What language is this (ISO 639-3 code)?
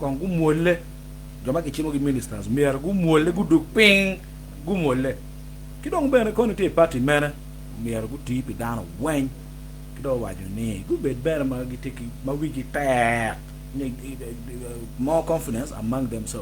ach